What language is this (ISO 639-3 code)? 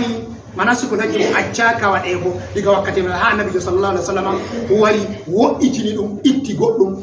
ful